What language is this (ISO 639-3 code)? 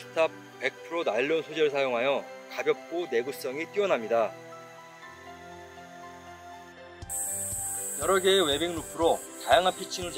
kor